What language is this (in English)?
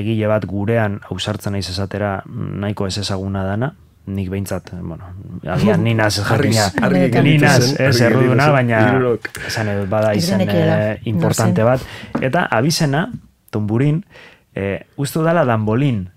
Basque